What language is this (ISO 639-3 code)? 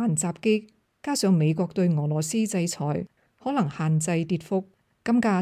yue